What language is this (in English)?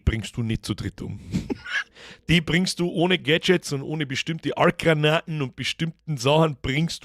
Bavarian